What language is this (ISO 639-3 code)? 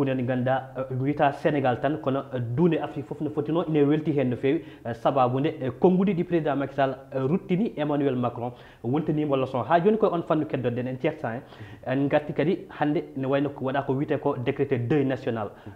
ful